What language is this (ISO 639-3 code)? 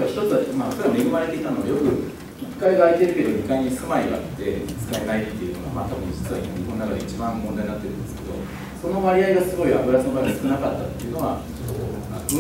jpn